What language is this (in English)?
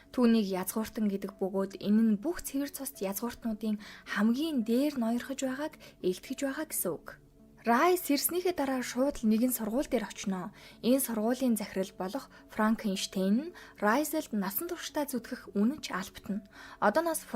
Mongolian